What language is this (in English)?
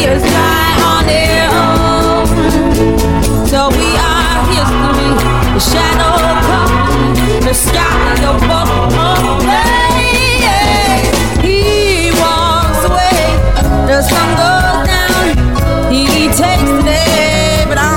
Italian